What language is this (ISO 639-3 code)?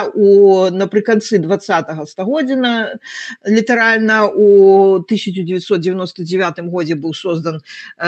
bel